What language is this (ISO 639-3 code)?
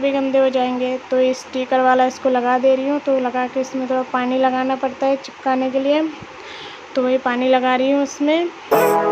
hin